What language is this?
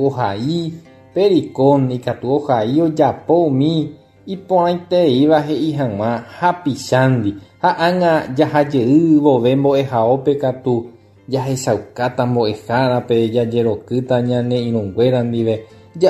Guarani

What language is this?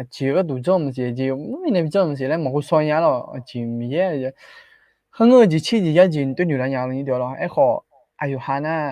Akha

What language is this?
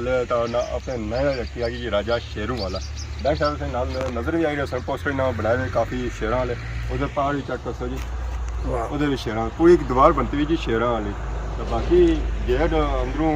Pahari-Potwari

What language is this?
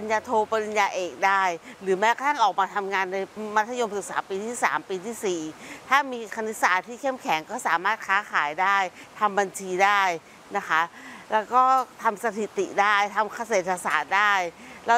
Thai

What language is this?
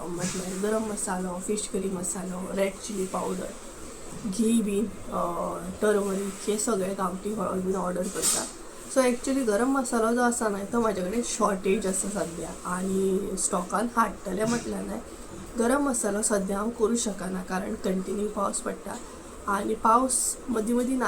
Konkani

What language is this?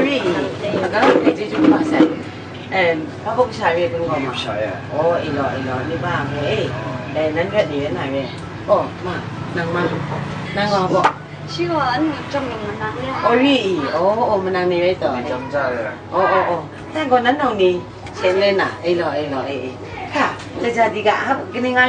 Kachin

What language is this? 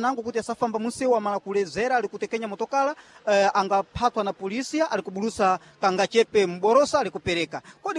Sena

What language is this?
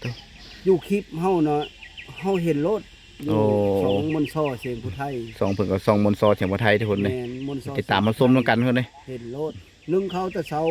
Lao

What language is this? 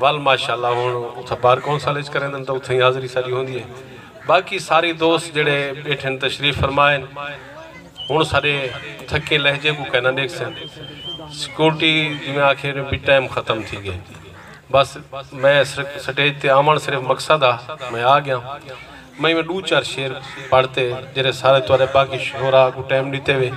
Saraiki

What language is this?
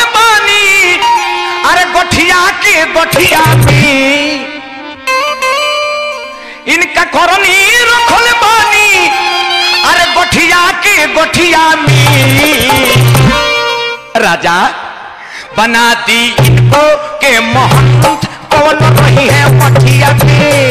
Bhojpuri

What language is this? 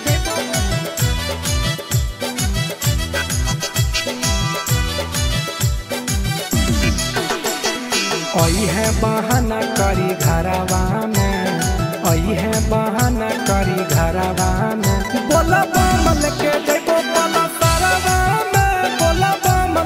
Bhojpuri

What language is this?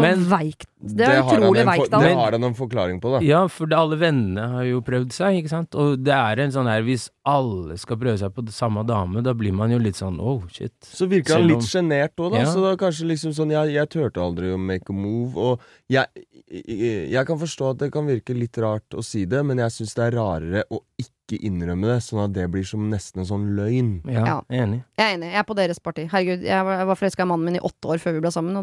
Norwegian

